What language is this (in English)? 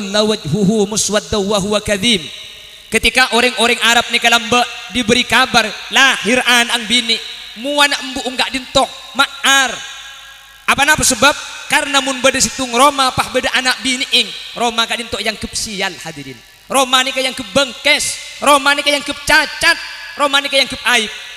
Madurese